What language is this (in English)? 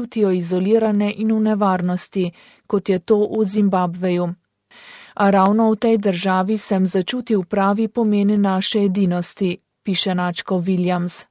Slovenian